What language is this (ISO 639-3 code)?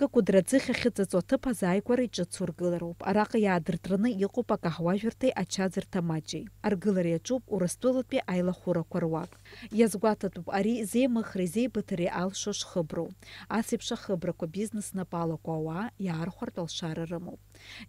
abk